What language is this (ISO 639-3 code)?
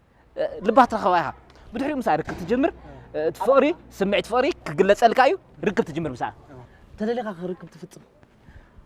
tir